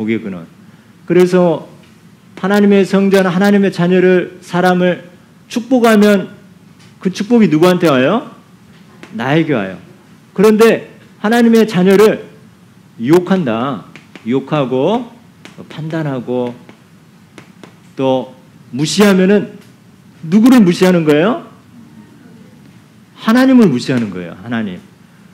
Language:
Korean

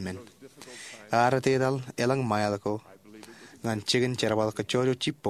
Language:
Marshallese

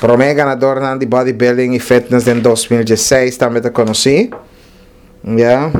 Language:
Papiamento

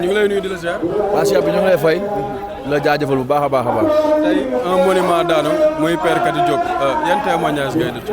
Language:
Wolof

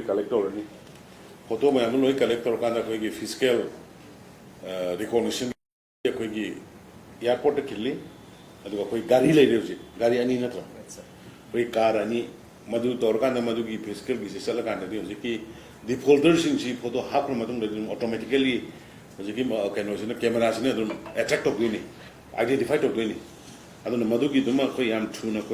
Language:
Manipuri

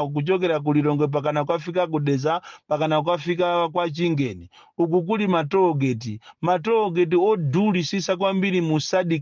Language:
Nyanja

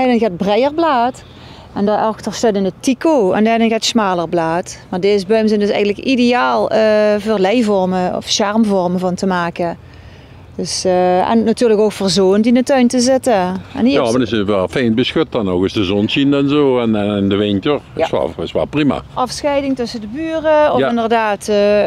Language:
Limburgish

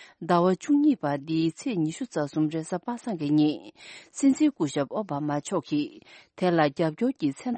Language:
Tibetan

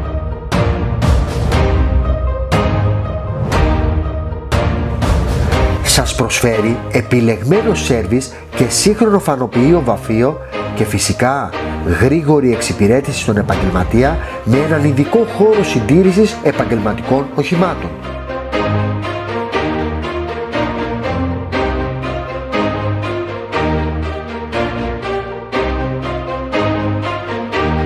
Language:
Greek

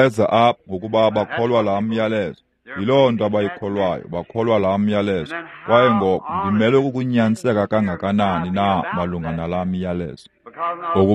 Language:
Xhosa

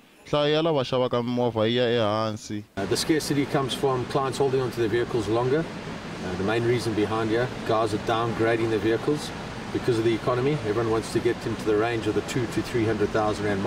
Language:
Tsonga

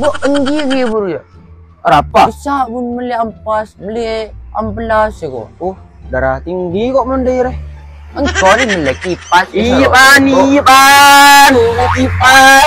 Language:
Madurese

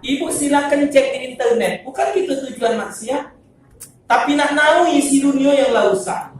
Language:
Musi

